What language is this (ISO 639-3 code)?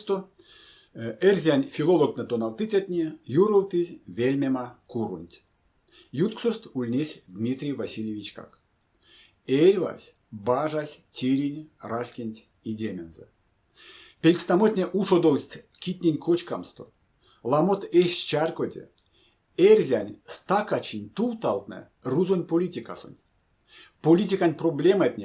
myv